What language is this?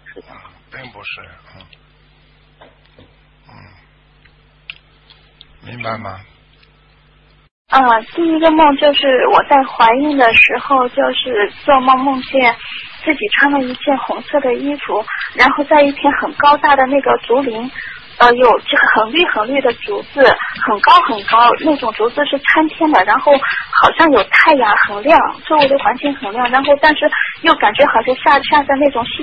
Chinese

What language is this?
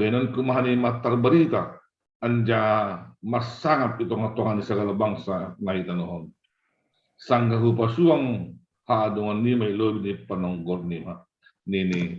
Batak Simalungun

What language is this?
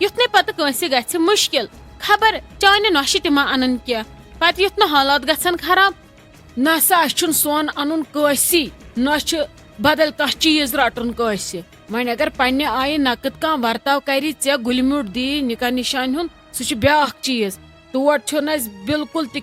Kashmiri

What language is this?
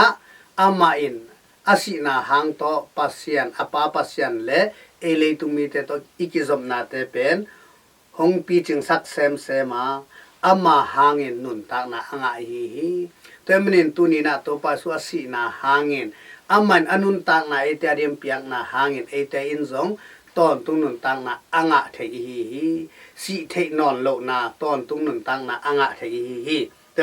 Tedim Chin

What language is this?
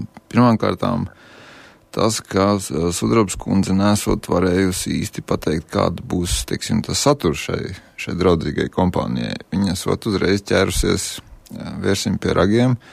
Latvian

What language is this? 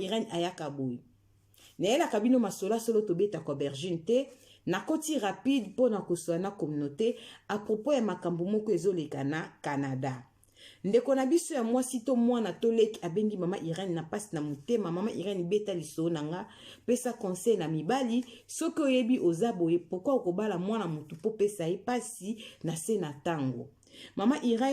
Lingala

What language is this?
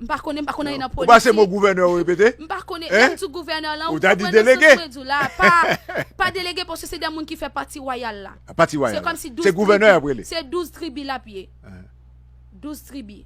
Haitian Creole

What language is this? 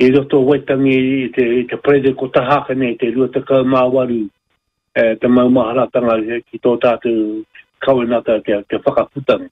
Māori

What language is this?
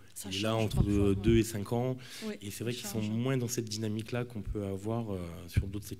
French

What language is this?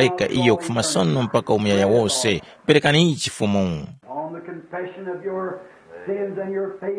Tumbuka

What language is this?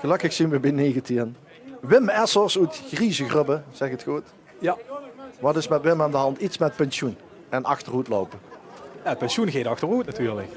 Limburgish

